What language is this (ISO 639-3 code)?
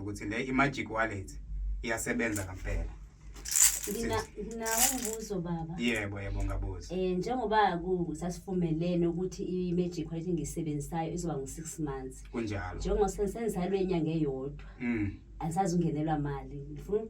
zul